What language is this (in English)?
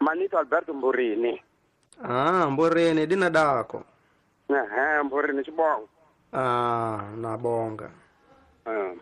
Tsonga